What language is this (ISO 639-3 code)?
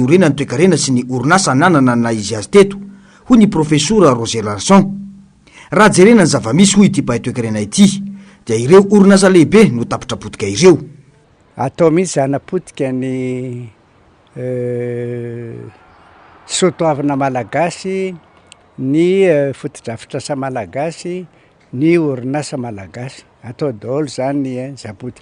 mlg